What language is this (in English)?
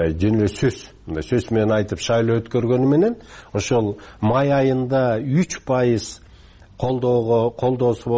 Kyrgyz